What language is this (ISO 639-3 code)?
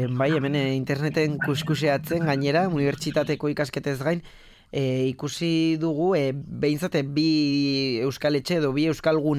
eus